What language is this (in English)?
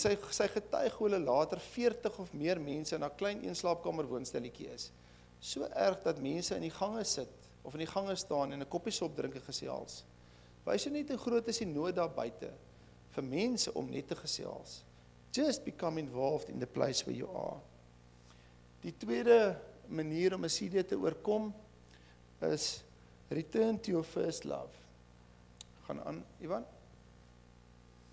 Afrikaans